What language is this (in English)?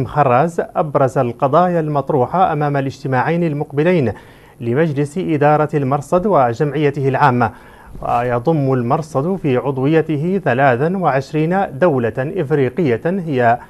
Arabic